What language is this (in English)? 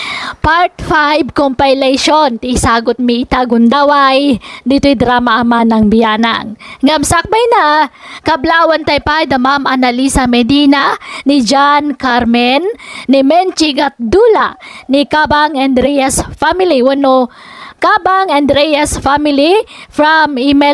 Iloko